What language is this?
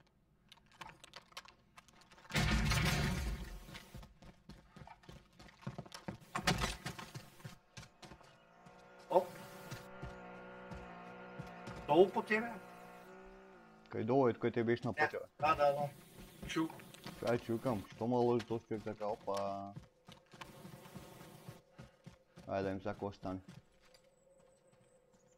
Bulgarian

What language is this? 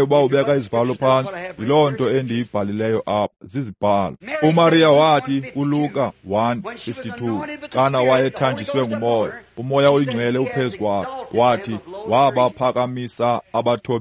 Xhosa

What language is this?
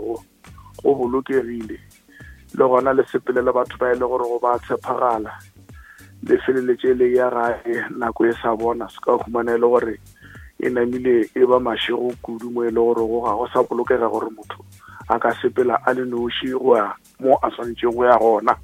Northern Sotho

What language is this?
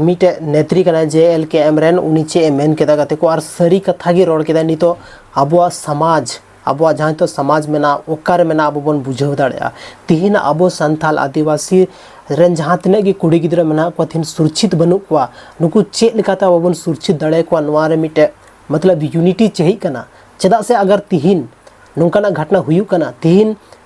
Santali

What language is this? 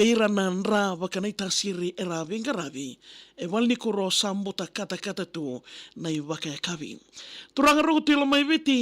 Fijian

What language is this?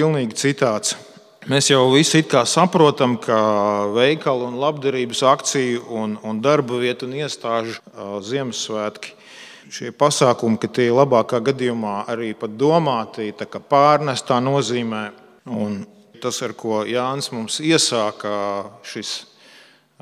Latvian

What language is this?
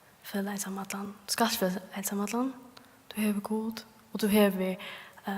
Faroese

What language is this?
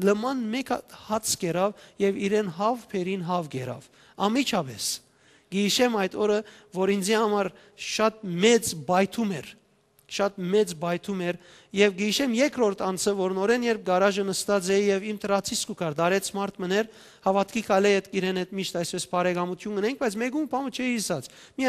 Western Armenian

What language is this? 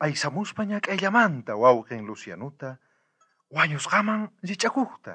South Bolivian Quechua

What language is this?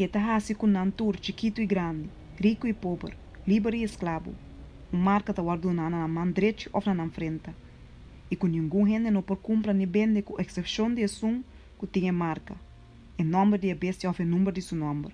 Papiamento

